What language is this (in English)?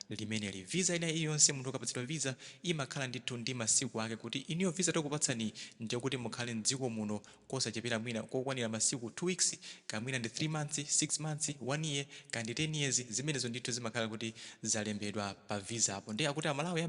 Nyanja